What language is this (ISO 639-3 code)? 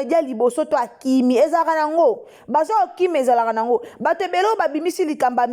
lin